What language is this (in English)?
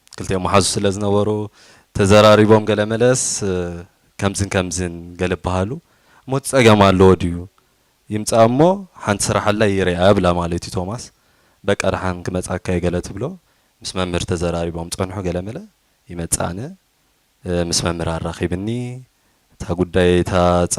Tigrinya